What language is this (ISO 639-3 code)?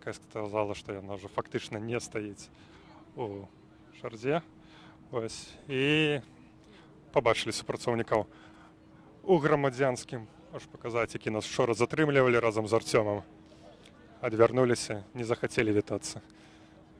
bel